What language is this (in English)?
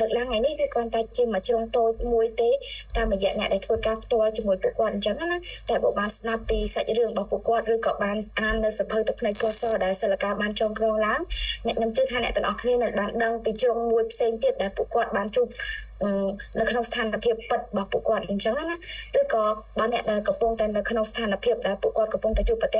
Khmer